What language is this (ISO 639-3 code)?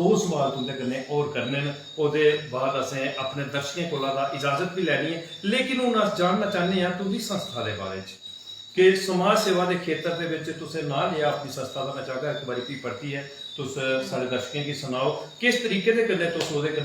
doi